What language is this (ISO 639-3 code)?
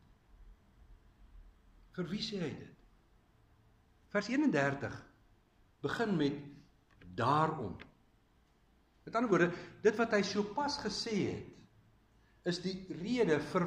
afr